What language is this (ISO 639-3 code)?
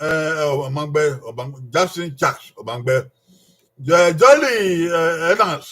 bin